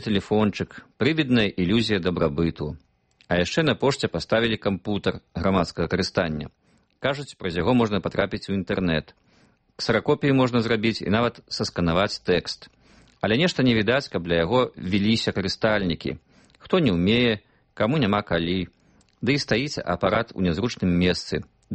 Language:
Belarusian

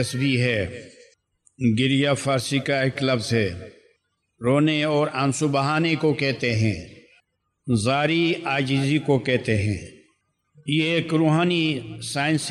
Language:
Urdu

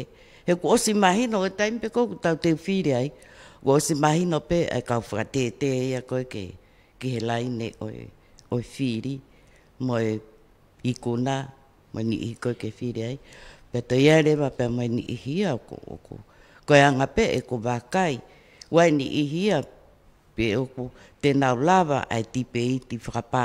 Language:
Tongan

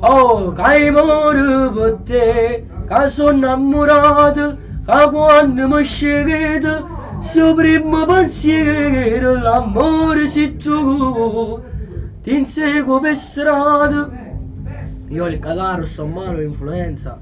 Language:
Neapolitan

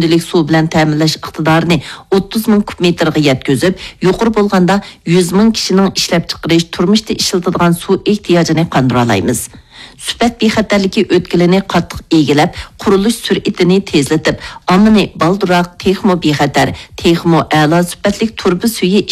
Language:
Uyghur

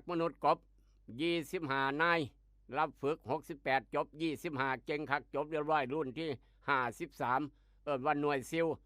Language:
Northeastern Thai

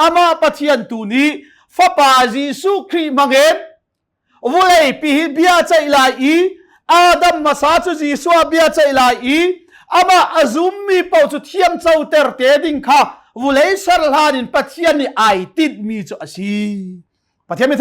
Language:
Hakha Chin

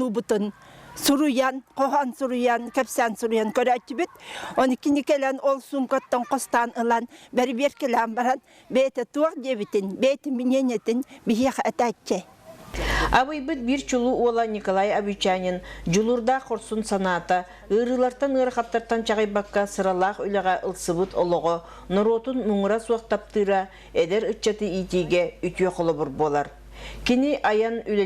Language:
Yakut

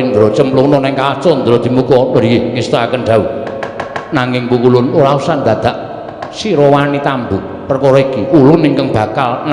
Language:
Javanese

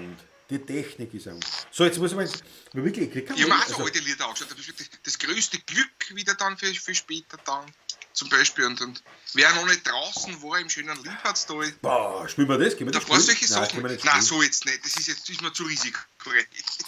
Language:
Bavarian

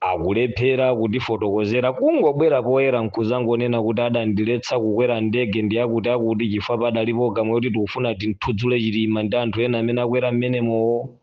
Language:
Nyanja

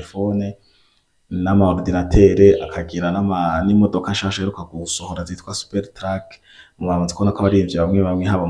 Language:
Rundi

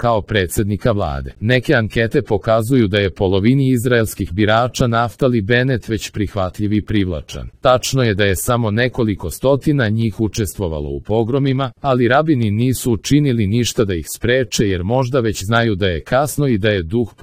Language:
Serbian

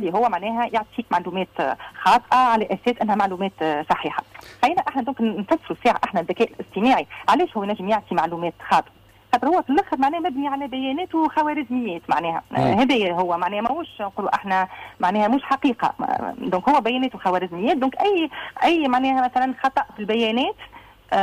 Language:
Tunisian Arabic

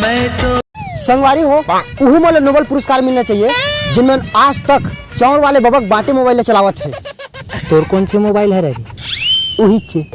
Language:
Chhattisgarhi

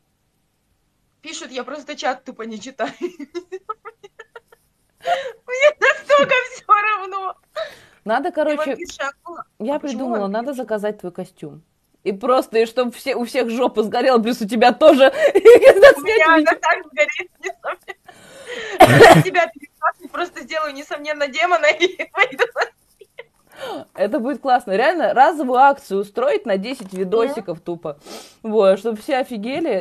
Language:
Russian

